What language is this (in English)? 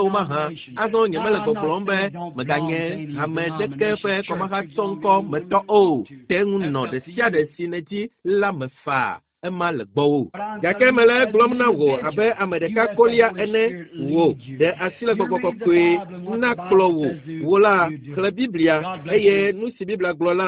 Ewe